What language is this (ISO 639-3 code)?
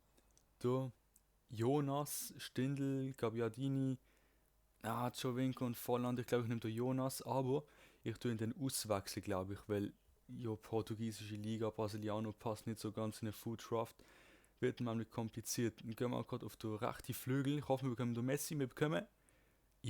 gsw